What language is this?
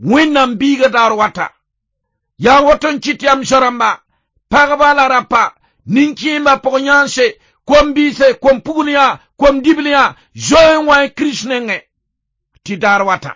Mossi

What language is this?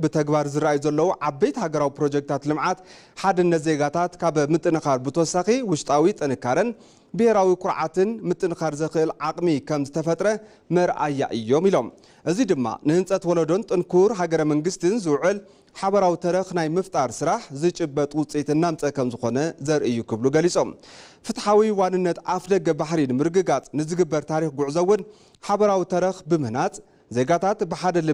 Tigrinya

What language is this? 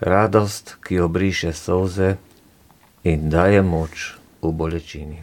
Slovenian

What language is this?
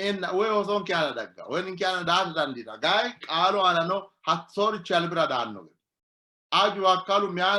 Sidamo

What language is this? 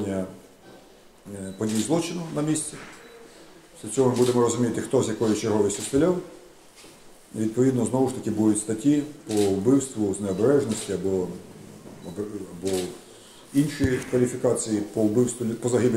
Ukrainian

